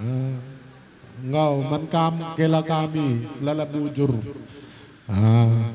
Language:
Batak Karo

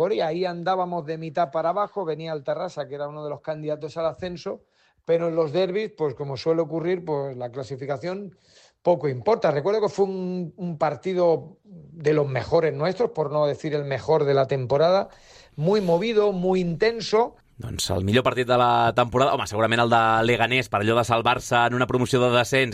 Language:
Catalan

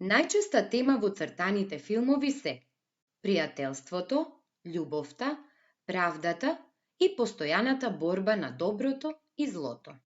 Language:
Macedonian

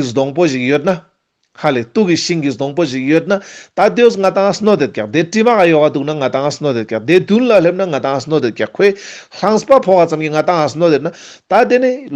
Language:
Ladakhi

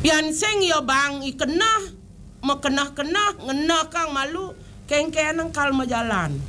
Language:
Balinese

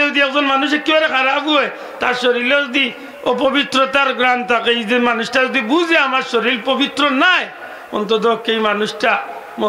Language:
Sylheti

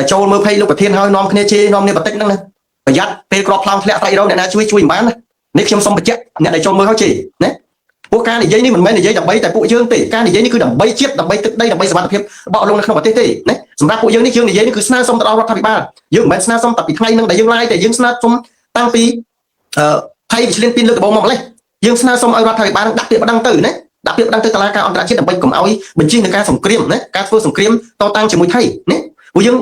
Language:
Khmer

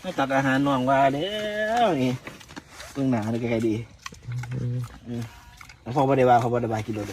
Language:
Lao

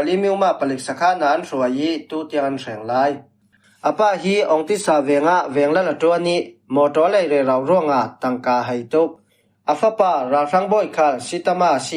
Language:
Falam Chin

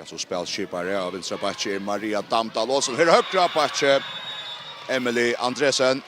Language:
Faroese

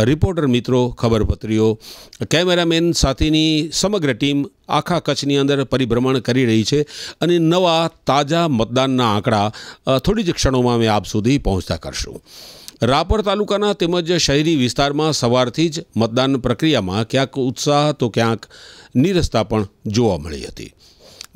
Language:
Gujarati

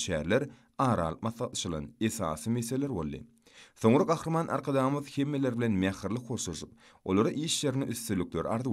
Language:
Turkmen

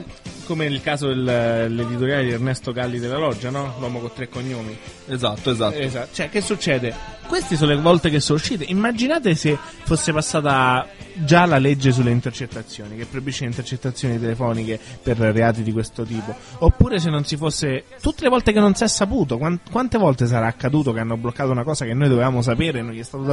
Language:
Italian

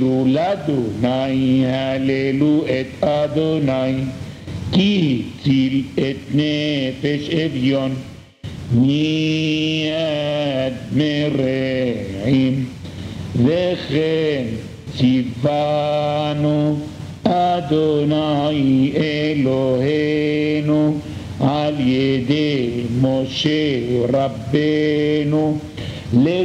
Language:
Hebrew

